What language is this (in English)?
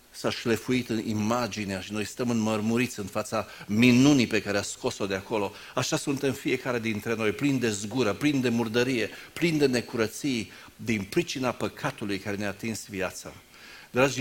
Romanian